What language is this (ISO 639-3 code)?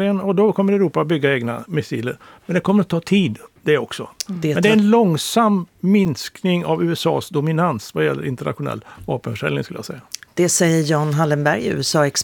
swe